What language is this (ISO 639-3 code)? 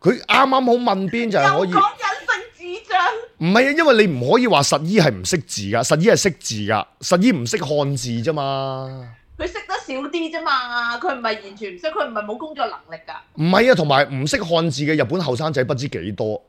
yue